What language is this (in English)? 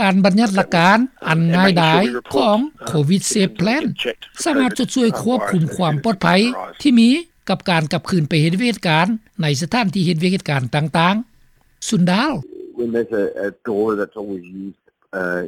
Lao